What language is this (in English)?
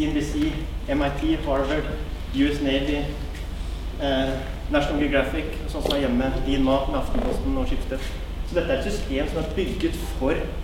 Norwegian